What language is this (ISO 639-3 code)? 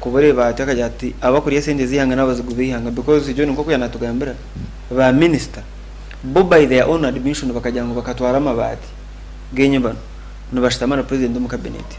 nyn